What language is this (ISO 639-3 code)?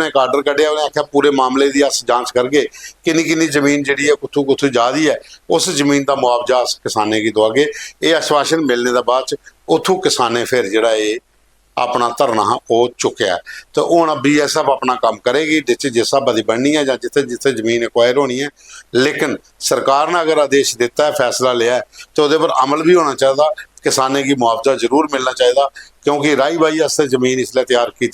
doi